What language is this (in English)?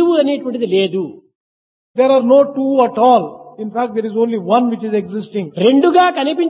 Telugu